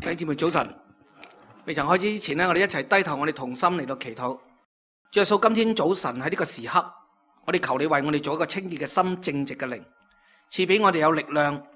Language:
Cantonese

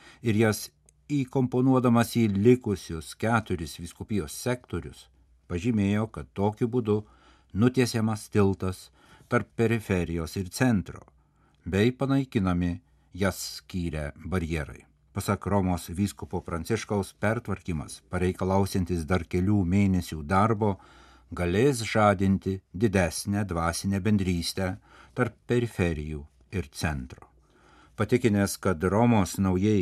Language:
Lithuanian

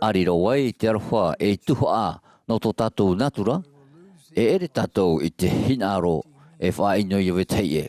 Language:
Tahitian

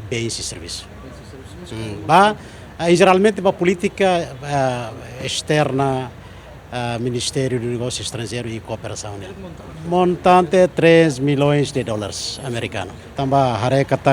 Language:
Tetum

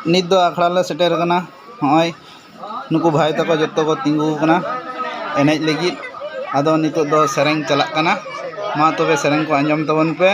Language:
Santali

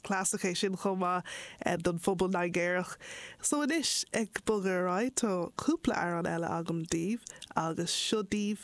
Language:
Irish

